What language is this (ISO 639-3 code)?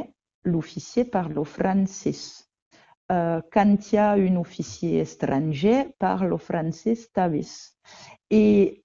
oci